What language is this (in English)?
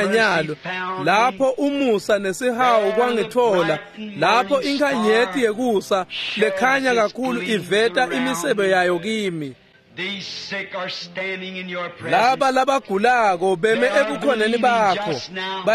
Swati